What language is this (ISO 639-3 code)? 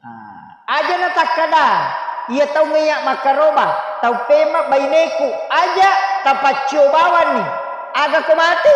bug